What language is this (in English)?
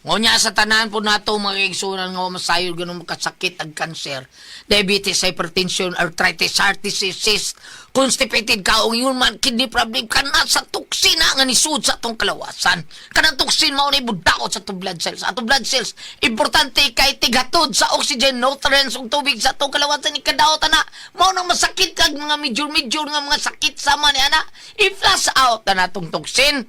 Cebuano